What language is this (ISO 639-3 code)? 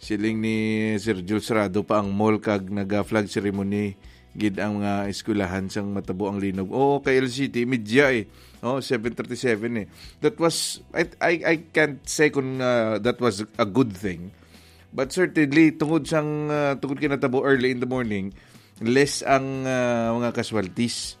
hil